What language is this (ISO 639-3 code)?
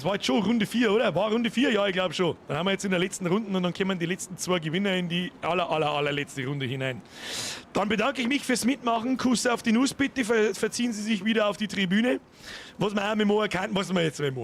bar